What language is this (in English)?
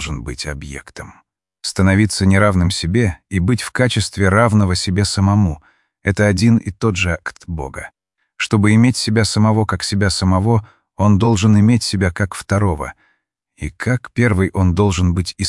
Russian